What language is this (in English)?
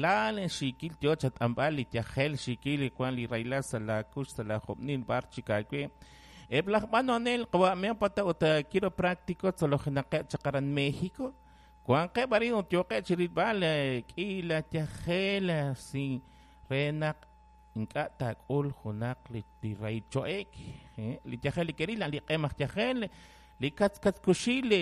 Kekchí